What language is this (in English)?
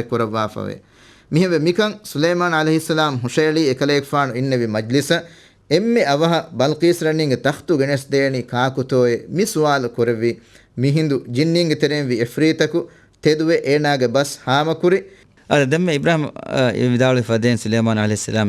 Divehi